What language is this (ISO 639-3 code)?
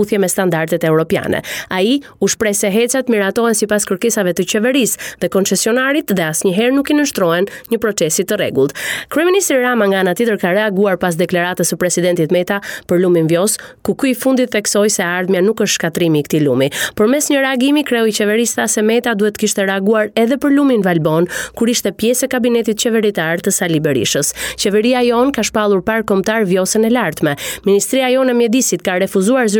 sqi